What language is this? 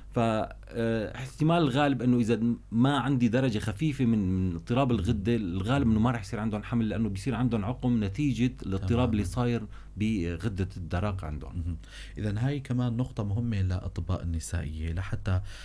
North Levantine Arabic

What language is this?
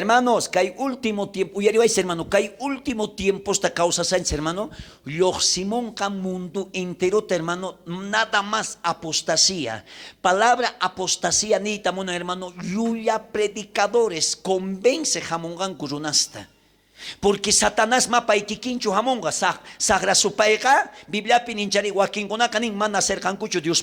South Bolivian Quechua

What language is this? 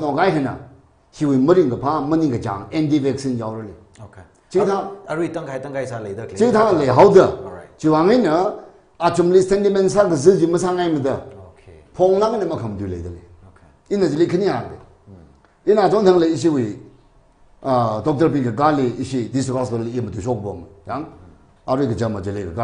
Tangkhul Naga (India)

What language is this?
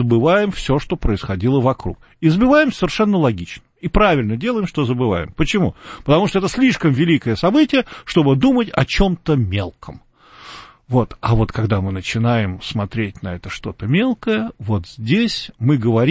Russian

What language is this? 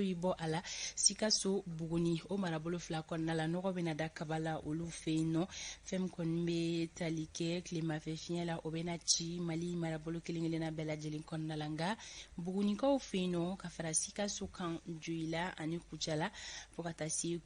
Bambara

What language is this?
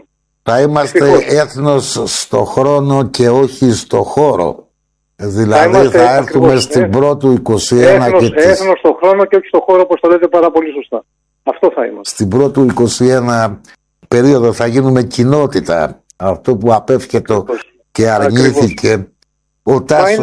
Greek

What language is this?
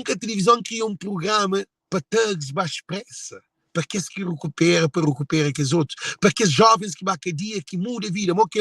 Kabuverdianu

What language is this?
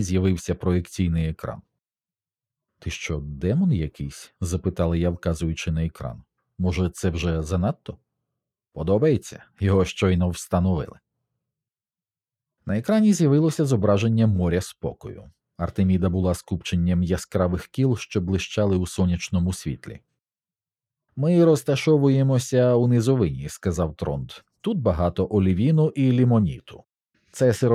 Ukrainian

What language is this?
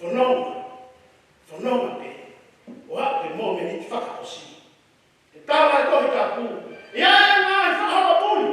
Tongan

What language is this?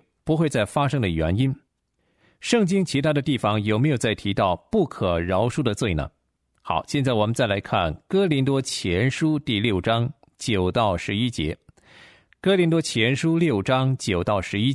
Chinese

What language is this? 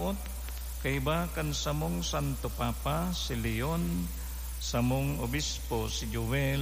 Bikol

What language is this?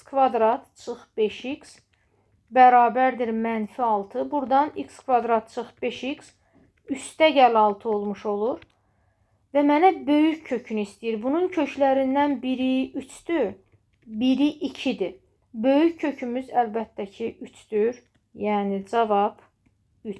Azerbaijani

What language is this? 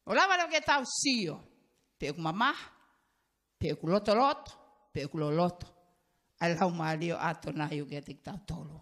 Tongan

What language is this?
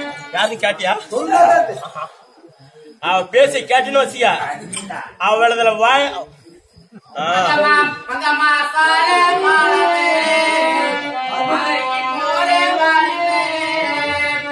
Tamil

